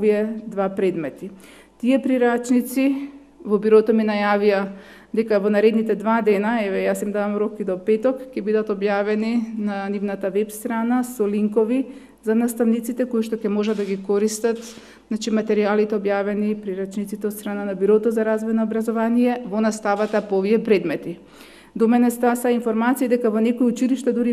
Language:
Macedonian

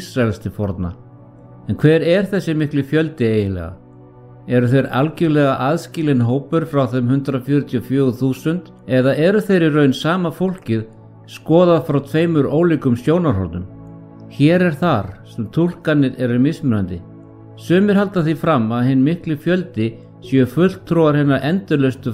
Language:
Icelandic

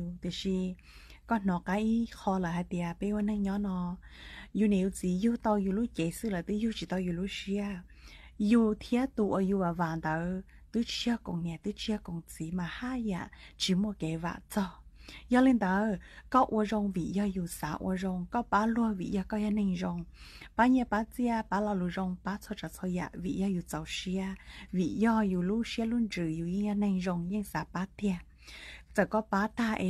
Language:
Hmong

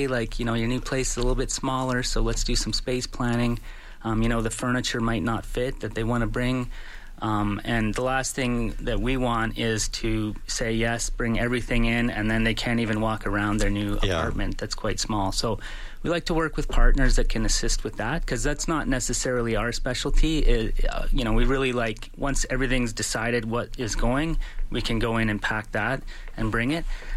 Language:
English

